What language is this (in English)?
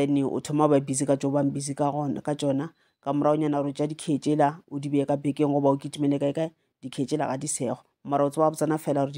Northern Sotho